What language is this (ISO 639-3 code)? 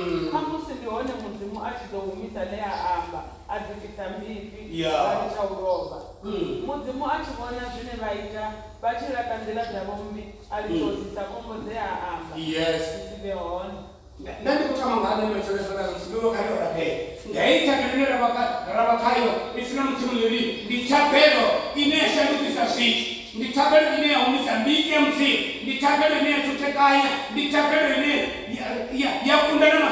ven